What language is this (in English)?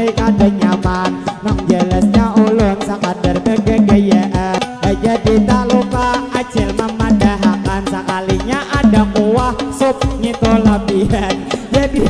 Banjar